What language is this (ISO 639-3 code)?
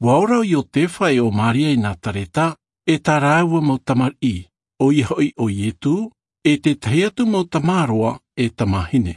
tah